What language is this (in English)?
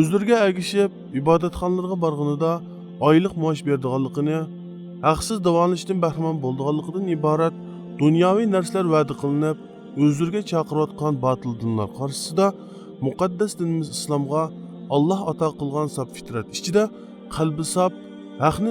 Uyghur